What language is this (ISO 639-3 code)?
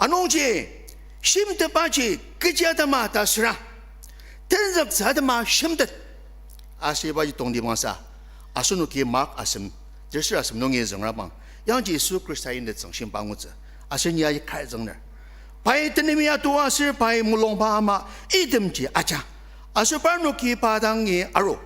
njo